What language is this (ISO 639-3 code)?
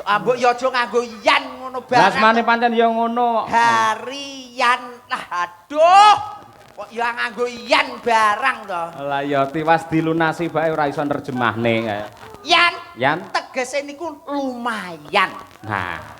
jav